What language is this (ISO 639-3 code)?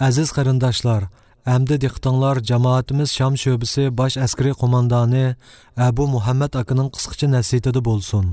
uig